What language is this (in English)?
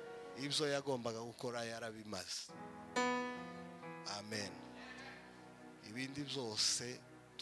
Kinyarwanda